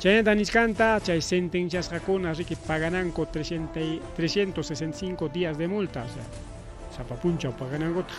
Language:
Ayacucho Quechua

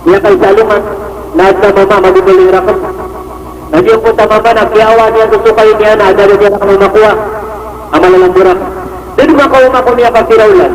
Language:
Maranao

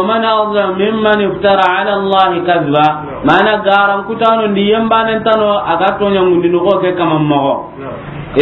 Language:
Soninke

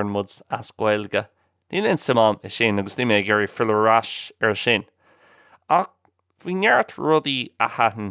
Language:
Irish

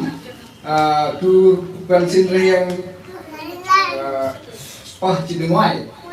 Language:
Central Mnong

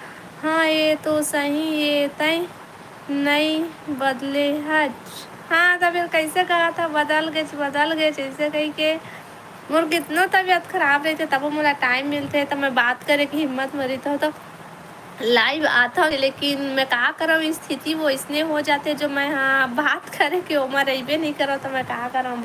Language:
Chhattisgarhi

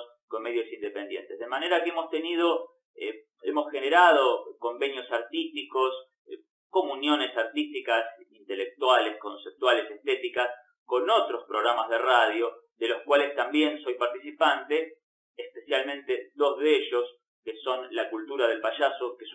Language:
Spanish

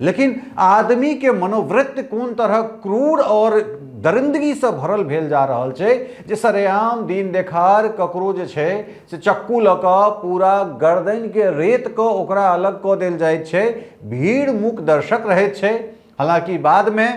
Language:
Maithili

